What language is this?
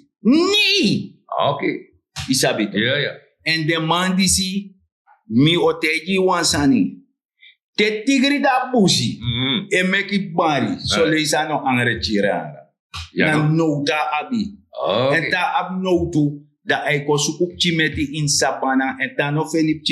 Sranan Tongo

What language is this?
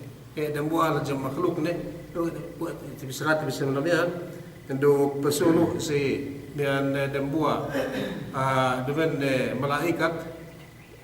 Yakan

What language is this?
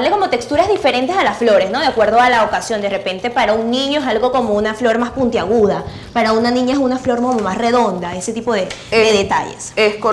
Spanish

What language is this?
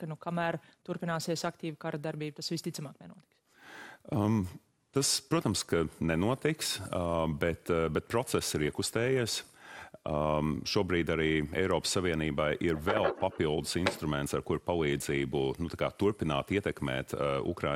Latvian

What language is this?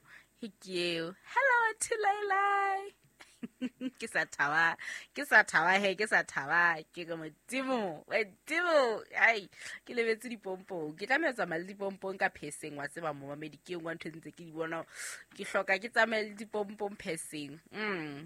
Southern Sotho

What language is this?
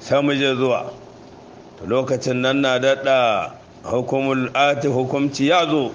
Hausa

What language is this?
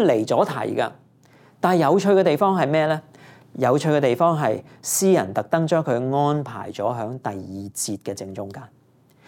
Cantonese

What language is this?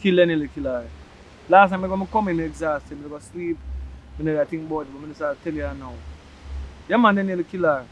Jamaican Creole English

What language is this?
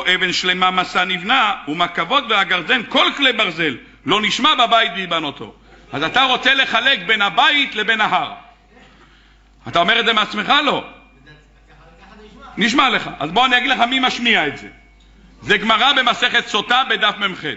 Hebrew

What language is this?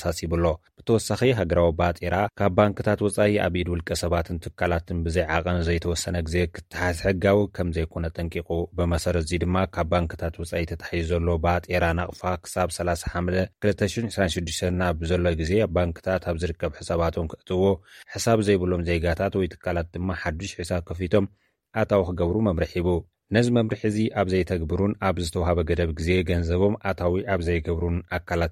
Tigrinya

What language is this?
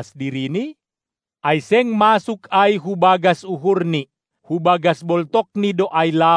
Batak Simalungun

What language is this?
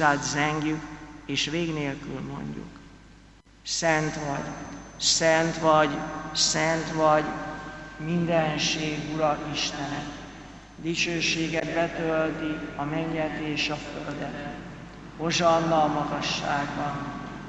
Hungarian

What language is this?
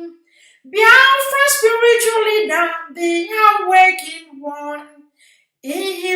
Igbo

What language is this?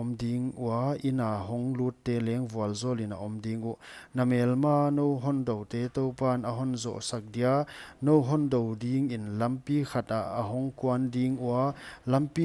Paite Chin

